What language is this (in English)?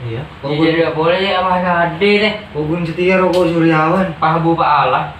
Madurese